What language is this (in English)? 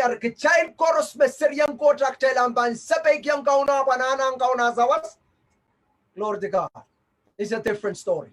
Pohnpeian